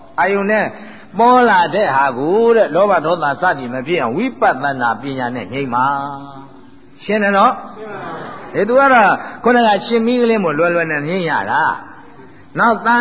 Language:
Burmese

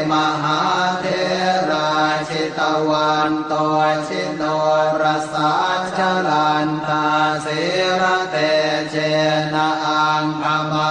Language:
Pali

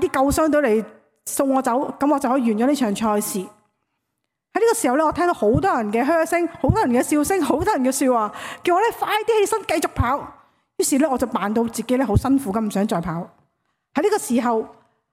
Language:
Cantonese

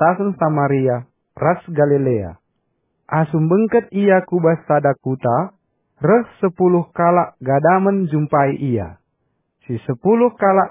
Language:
Batak Karo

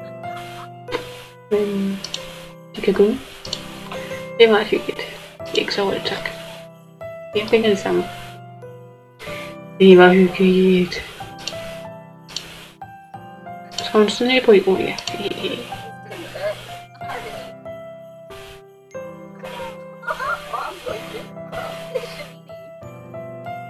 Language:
Danish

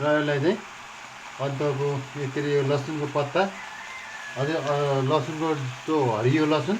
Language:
Nepali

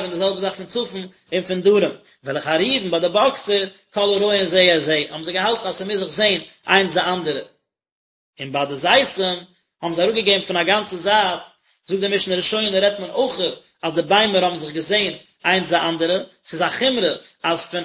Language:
Yiddish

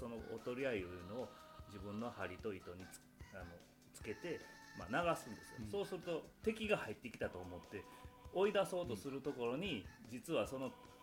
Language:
Japanese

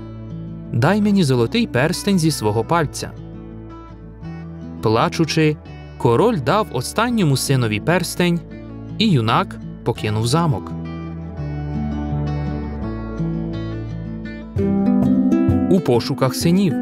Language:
Ukrainian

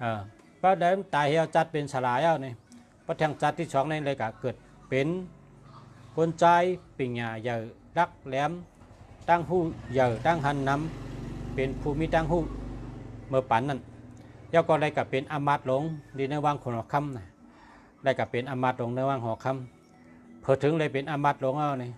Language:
Shan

